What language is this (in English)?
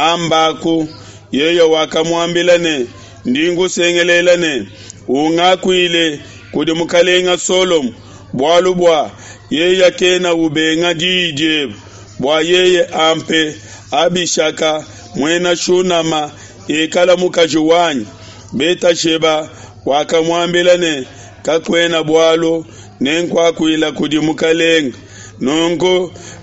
Luba-Lulua